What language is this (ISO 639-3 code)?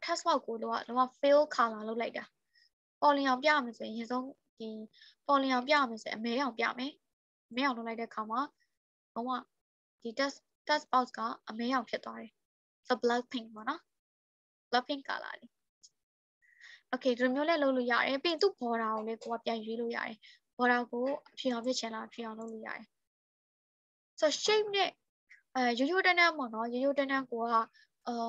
mya